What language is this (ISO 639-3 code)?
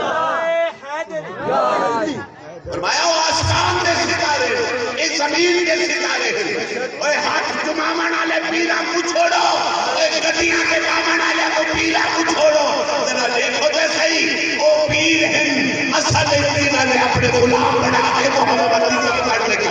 skr